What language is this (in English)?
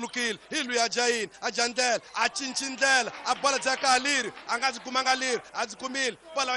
Tsonga